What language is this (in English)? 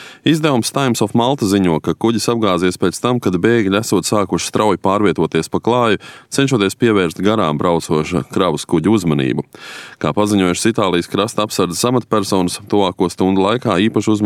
Latvian